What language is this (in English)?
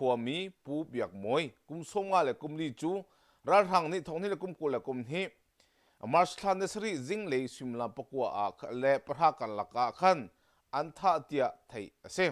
Hakha Chin